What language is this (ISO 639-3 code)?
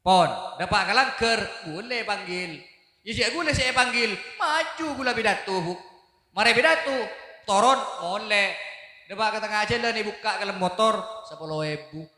mad